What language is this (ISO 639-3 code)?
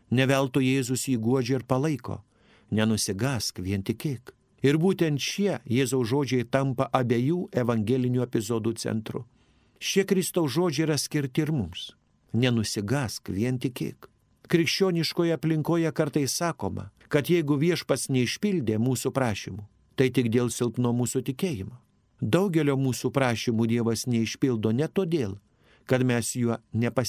lit